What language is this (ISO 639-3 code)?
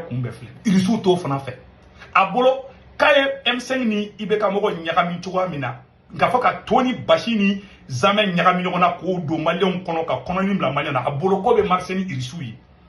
bam